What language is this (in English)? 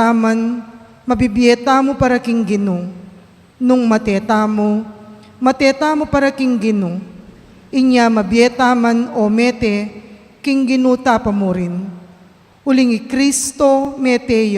Pampanga